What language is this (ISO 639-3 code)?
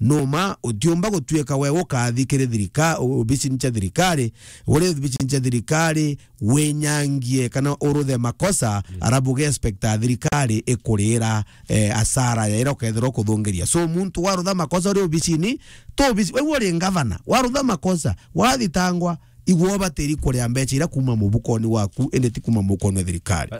mer